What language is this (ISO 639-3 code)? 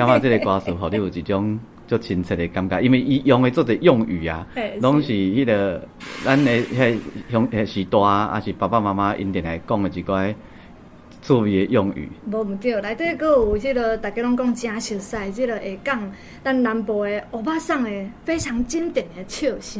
nan